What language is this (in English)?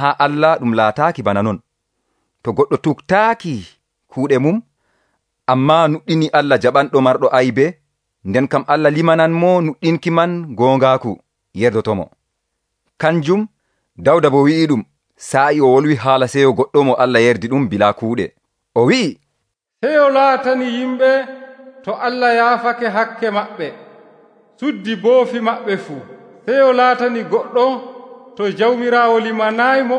Nigerian Fulfulde